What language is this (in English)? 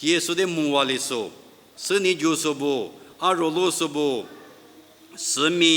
Lisu